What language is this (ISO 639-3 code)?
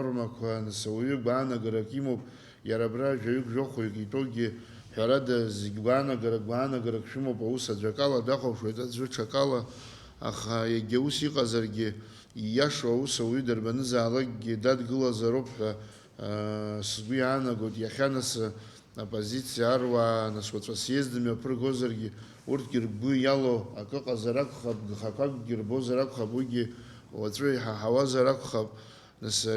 abk